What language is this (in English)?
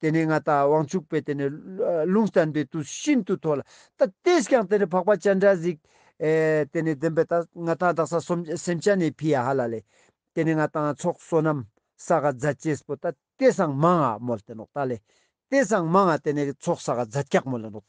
Ladakhi